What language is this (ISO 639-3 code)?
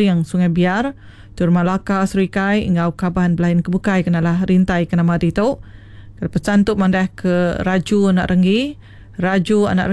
iba